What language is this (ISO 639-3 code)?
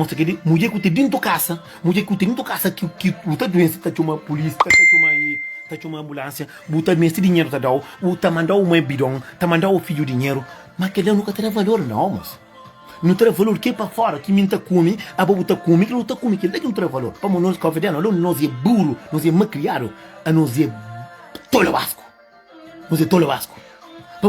kea